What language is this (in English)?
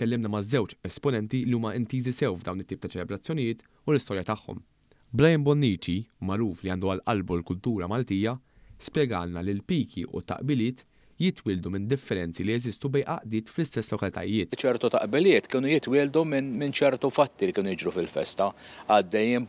Maltese